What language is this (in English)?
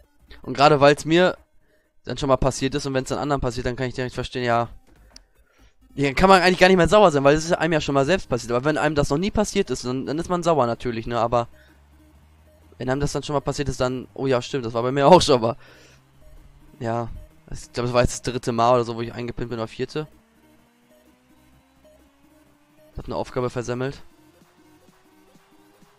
German